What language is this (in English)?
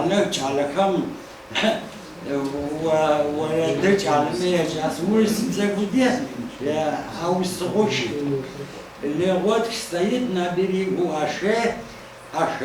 Adyghe